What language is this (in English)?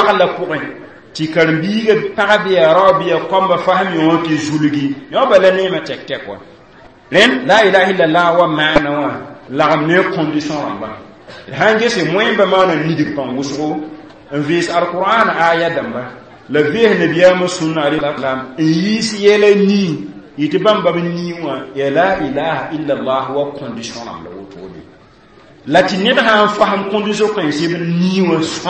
Mossi